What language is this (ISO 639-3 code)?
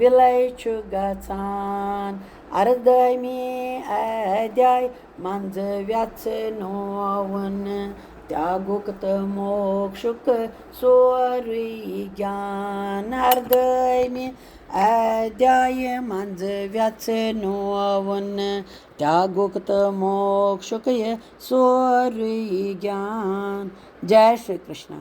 kas